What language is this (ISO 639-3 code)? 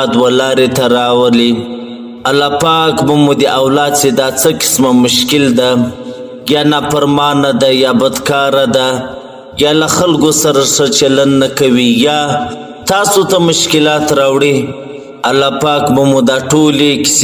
pus